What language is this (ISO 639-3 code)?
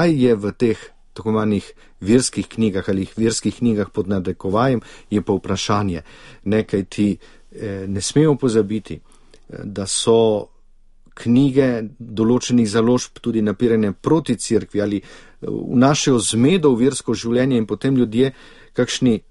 slv